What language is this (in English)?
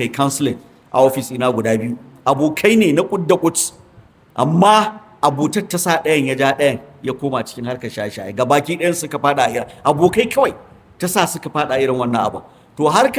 Hausa